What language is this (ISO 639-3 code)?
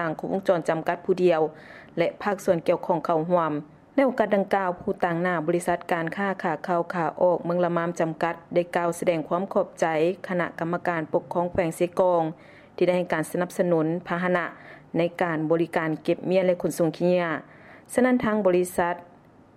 lao